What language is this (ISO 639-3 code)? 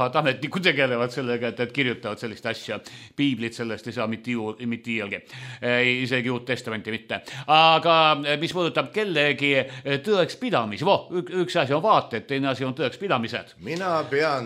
est